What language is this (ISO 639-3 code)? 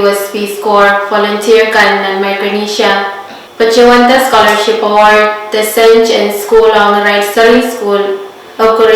pon